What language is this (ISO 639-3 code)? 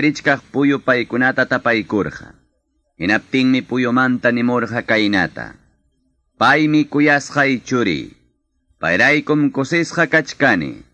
que